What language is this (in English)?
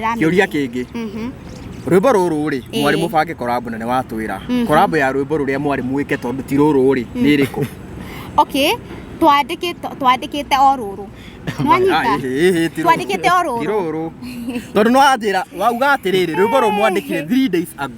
Kikuyu